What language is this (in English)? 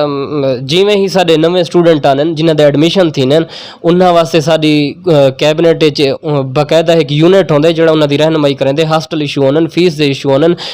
Saraiki